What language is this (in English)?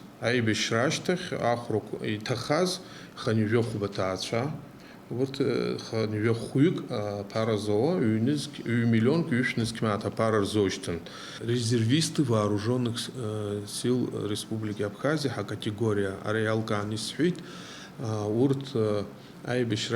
Abkhazian